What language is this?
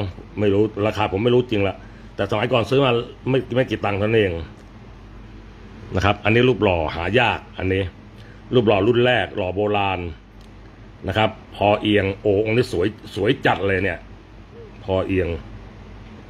Thai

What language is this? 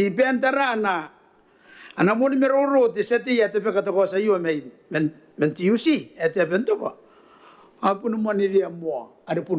Gilbertese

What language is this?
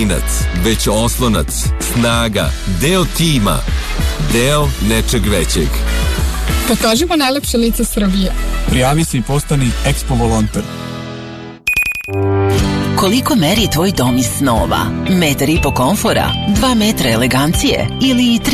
Serbian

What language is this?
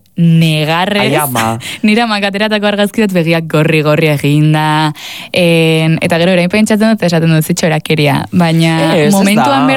Basque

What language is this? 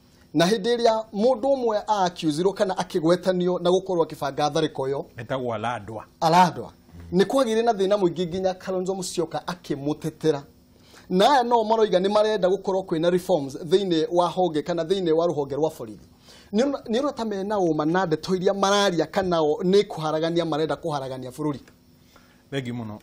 Kikuyu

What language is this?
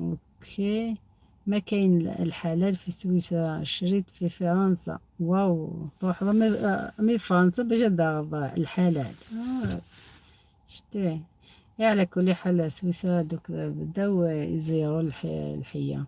Algerian Arabic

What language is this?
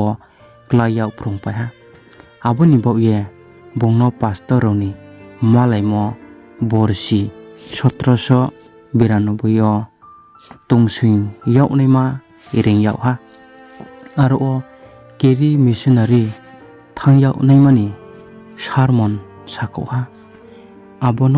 Riang (India)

